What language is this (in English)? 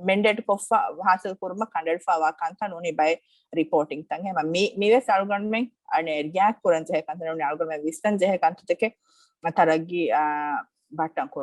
Divehi